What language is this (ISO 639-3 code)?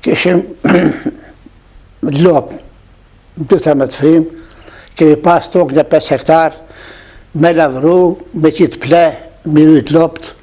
sqi